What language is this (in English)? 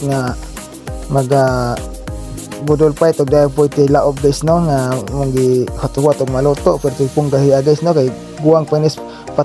Cebuano